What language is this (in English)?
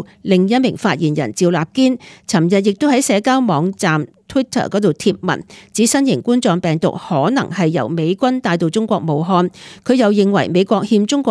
Cantonese